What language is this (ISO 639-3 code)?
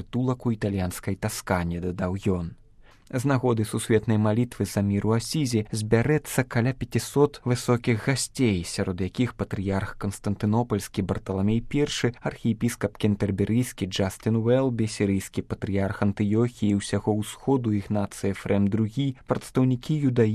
bel